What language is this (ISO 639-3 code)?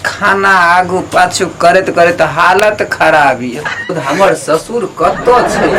mai